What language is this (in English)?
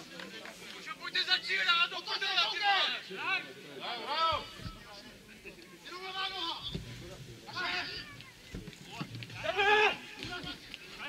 Czech